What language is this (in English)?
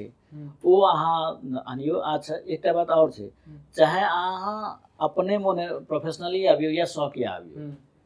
Maithili